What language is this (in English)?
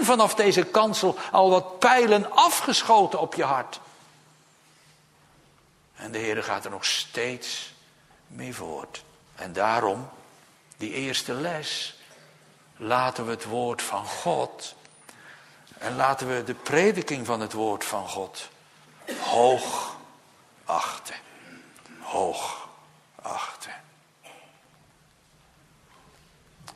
Dutch